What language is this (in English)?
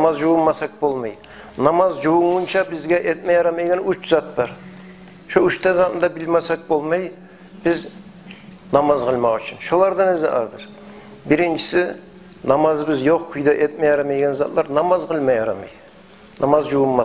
Kumyk